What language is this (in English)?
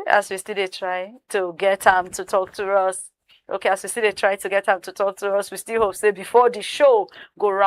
Nigerian Pidgin